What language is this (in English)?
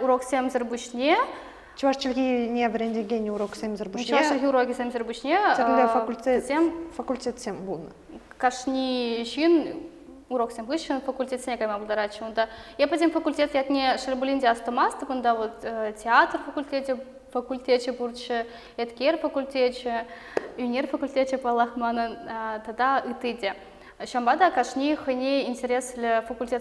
Chuvash